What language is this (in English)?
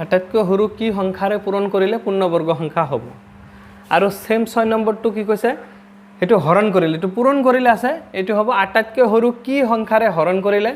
Assamese